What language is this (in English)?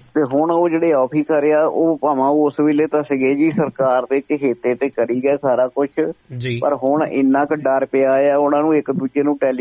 Punjabi